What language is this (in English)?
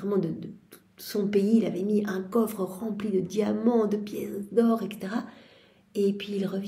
French